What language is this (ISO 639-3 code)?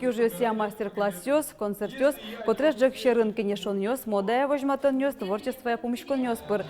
udm